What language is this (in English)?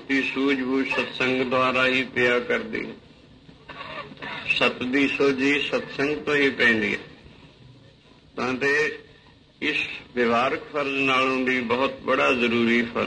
Punjabi